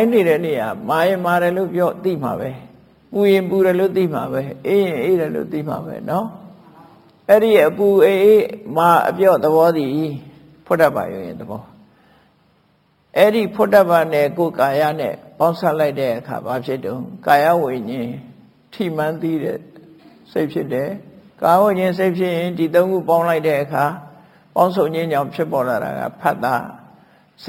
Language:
Burmese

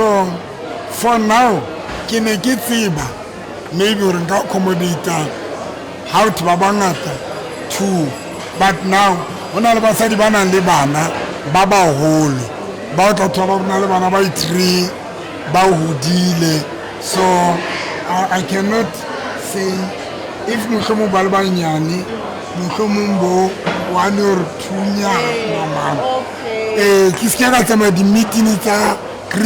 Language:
Southern Sotho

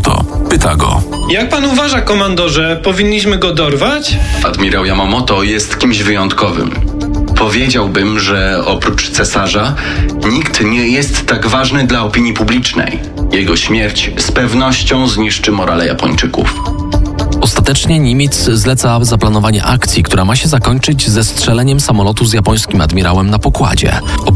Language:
Polish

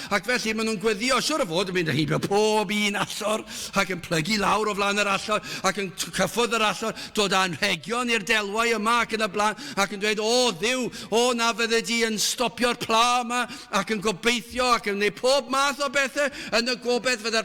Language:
Welsh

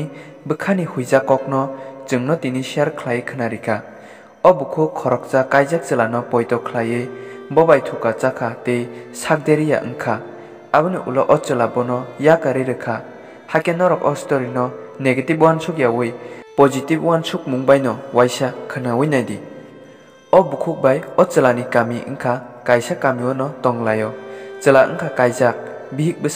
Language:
Kok Borok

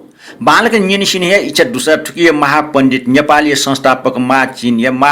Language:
Newari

